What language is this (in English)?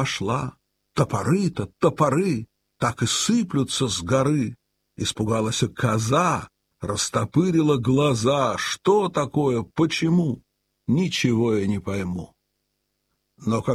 Russian